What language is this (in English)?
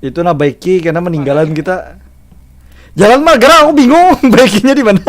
Banjar